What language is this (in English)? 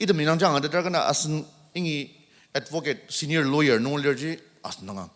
Ao Naga